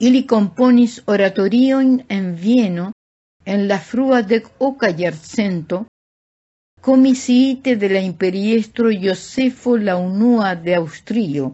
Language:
Esperanto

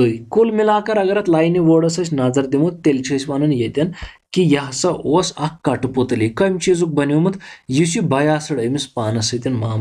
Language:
Kashmiri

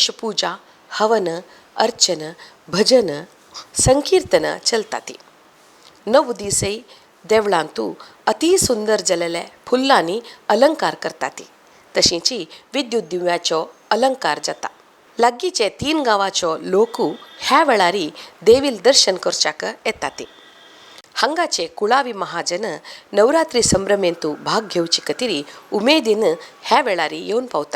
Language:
Konkani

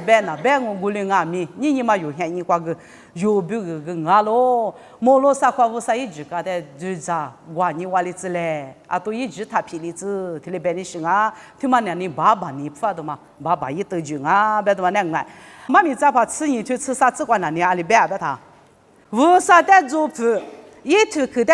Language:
Lisu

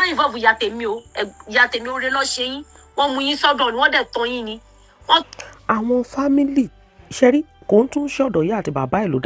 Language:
Yoruba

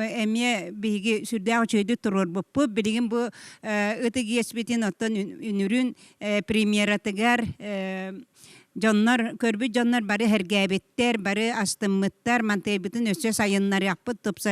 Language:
Yakut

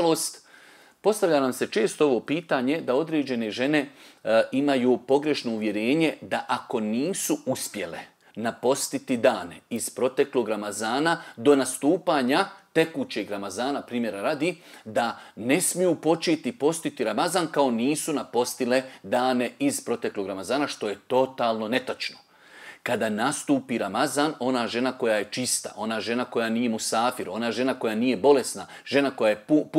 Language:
Bosnian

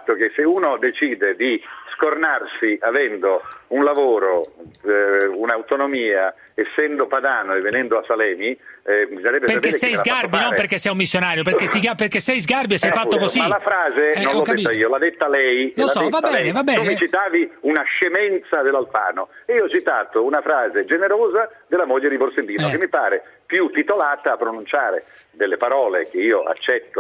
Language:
Italian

